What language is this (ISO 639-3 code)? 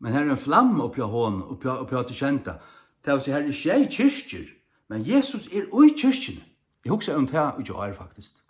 fao